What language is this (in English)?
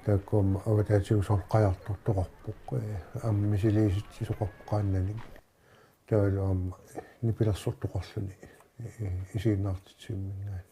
Kalaallisut